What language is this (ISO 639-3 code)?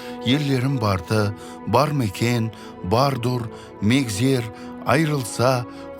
kaa